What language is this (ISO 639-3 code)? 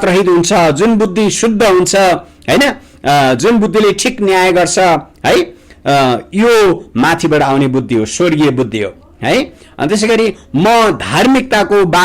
nep